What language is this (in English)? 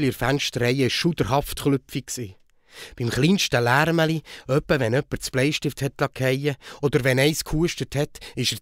Swiss German